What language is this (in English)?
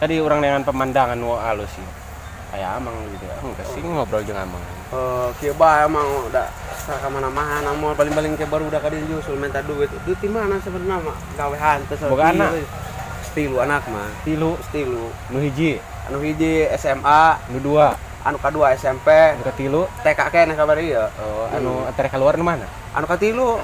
Sundanese